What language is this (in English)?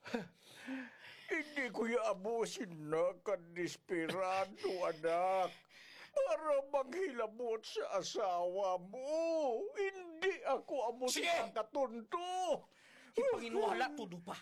Hiligaynon